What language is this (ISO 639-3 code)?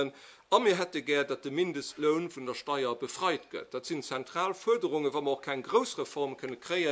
ltz